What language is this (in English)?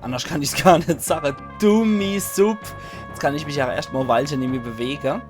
Palatine German